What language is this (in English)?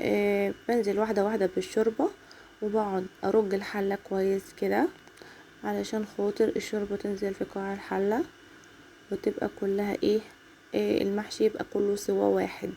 Egyptian Arabic